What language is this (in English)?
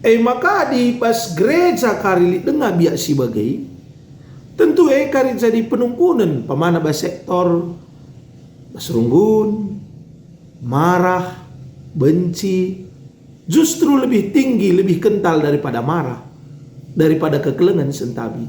Batak Karo